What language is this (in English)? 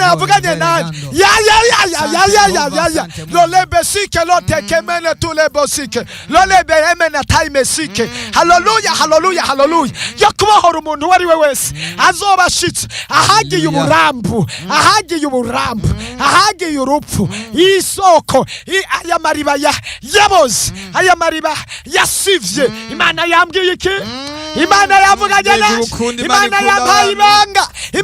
Rundi